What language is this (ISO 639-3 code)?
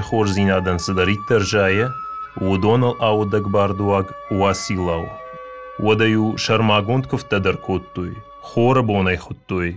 oss